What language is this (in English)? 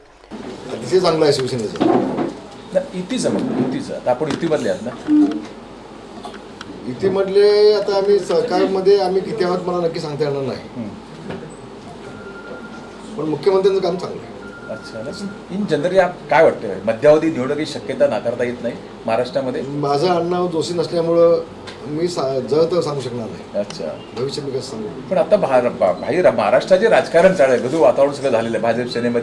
Marathi